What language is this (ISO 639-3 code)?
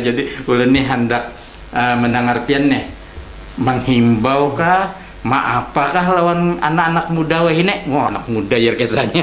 bjn